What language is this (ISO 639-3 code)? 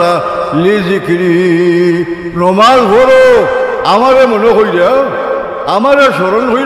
syl